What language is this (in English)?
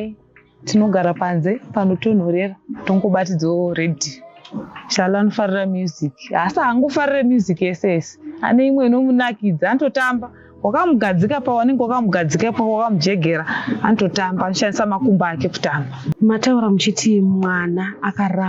Shona